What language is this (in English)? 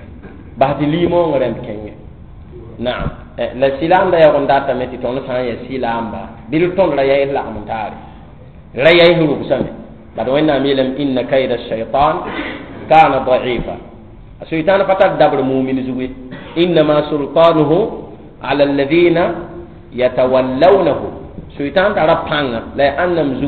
Mossi